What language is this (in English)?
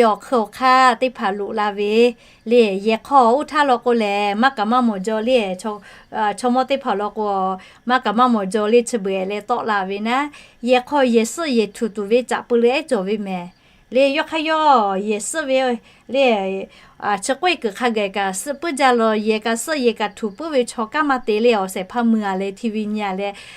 Lahu